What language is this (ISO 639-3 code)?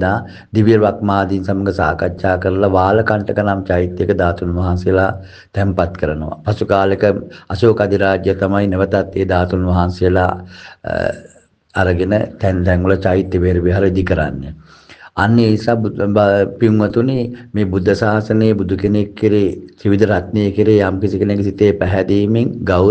sin